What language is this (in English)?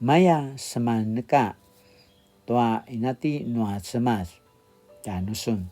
Paiwan